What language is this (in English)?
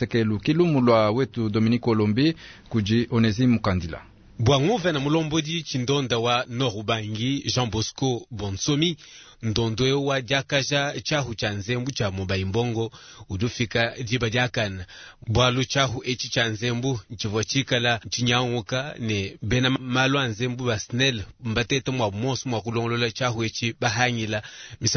Luba-Lulua